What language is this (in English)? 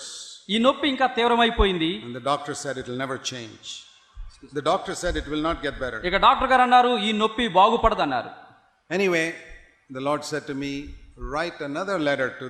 Telugu